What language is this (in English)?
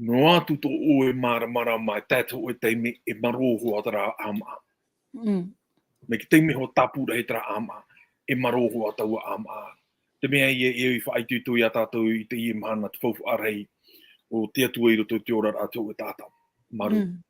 Tahitian